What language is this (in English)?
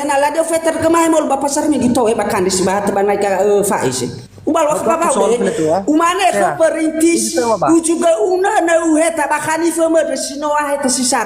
Nias